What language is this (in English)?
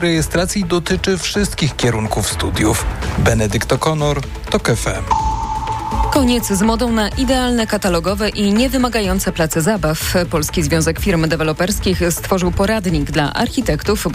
Polish